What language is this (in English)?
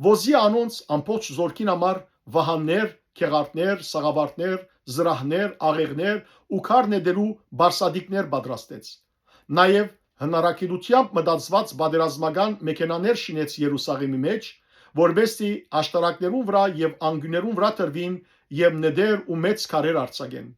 Western Armenian